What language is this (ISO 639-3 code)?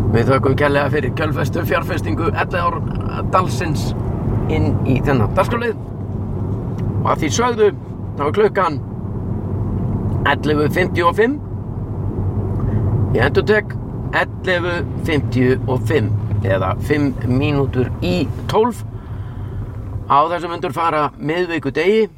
isl